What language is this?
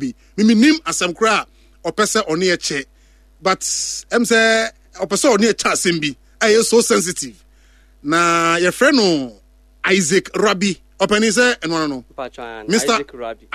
Akan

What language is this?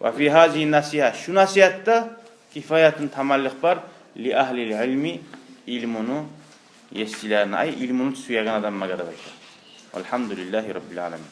Kumyk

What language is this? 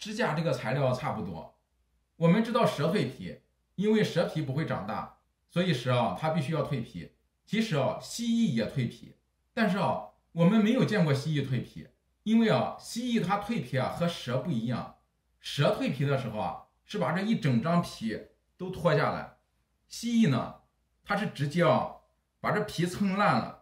Chinese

